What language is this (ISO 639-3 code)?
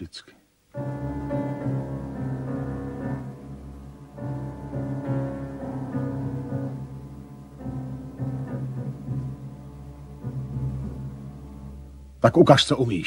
ces